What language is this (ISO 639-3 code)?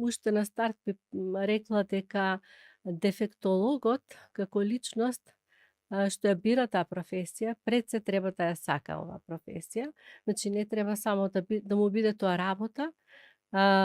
mkd